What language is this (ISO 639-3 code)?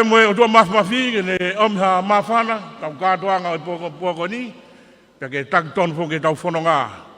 ton